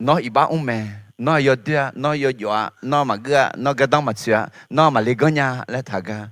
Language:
Akha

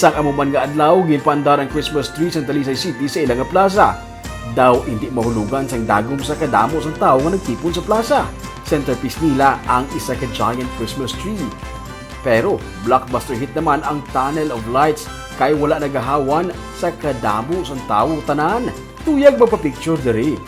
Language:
Hiligaynon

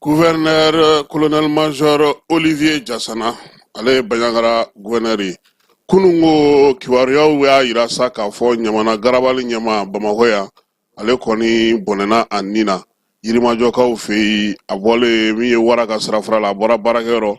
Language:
Bambara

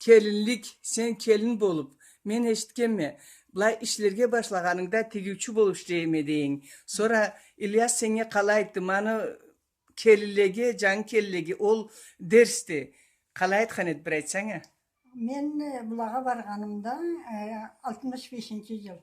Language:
Karachay-Balkar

